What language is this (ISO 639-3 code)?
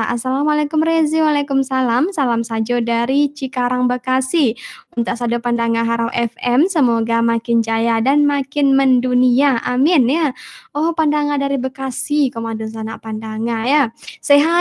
min